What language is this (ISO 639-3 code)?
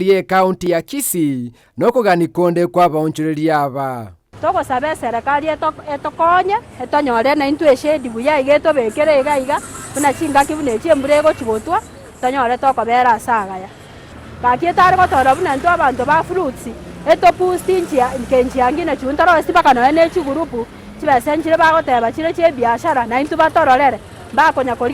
guz